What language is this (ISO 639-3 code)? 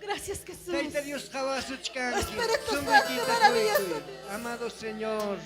quy